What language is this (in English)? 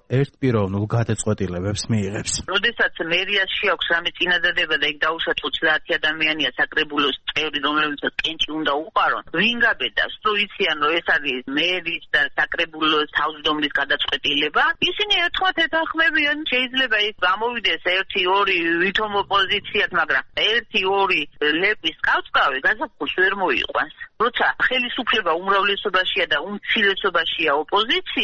Georgian